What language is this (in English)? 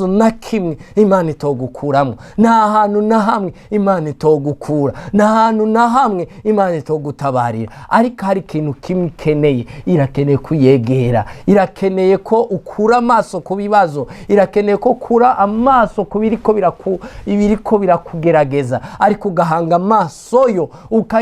Rundi